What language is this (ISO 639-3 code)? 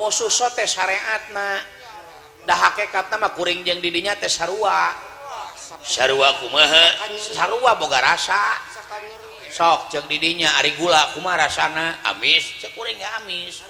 sun